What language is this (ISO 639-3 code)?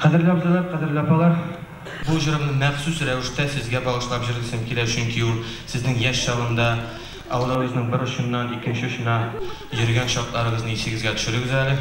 bak